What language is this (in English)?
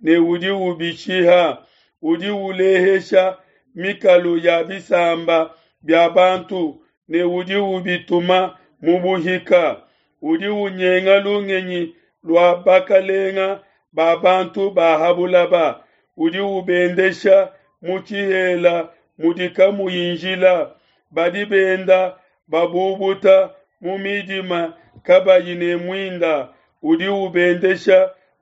Luba-Lulua